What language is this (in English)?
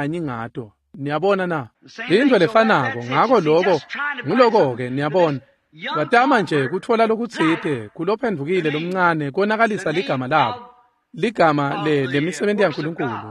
Swati